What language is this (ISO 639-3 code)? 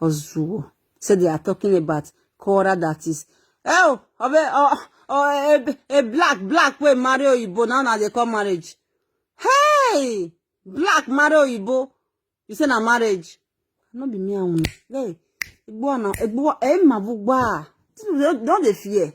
pcm